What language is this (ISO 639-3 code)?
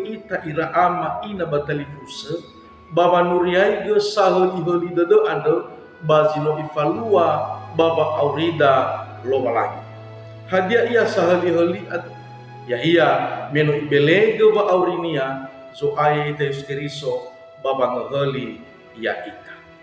nia